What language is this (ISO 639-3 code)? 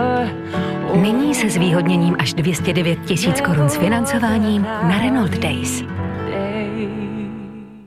ces